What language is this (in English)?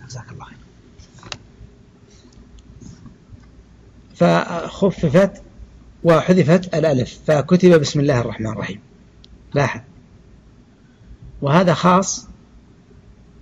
Arabic